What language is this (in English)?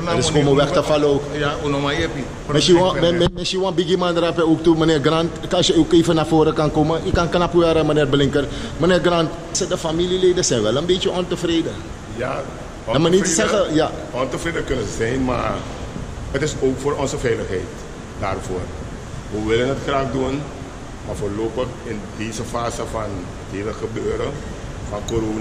Dutch